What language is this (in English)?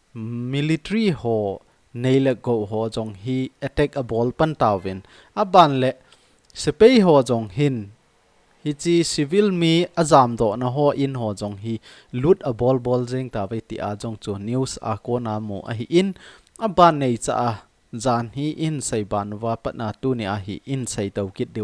Thado Chin